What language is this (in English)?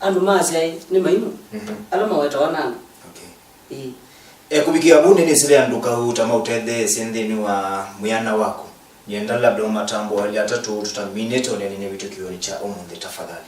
Kamba